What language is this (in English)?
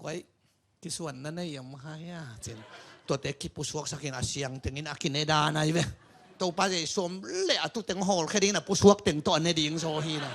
Tedim Chin